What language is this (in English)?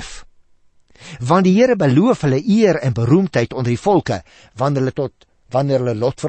Afrikaans